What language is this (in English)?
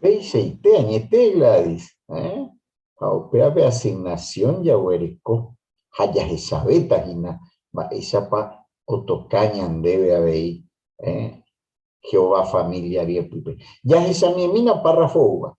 Guarani